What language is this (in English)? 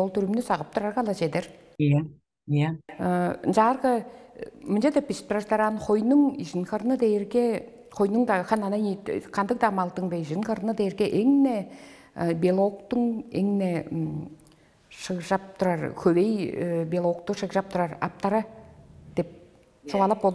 Tuvinian